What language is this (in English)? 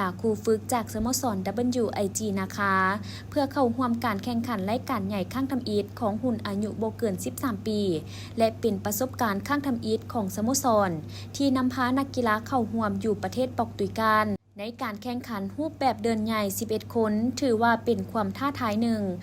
Lao